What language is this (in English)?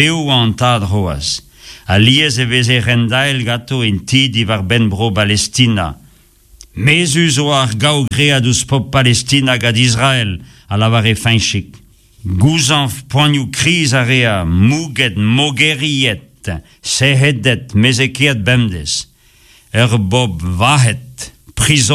Breton